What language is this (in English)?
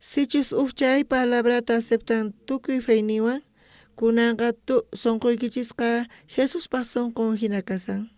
South Bolivian Quechua